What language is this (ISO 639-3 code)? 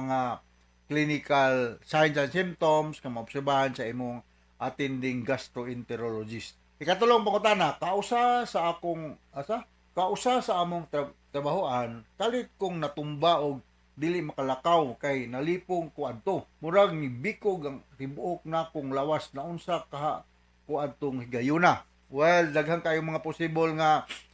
ceb